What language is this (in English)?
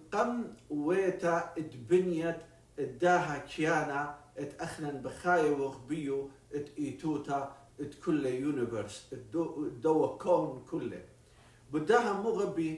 Assyrian Neo-Aramaic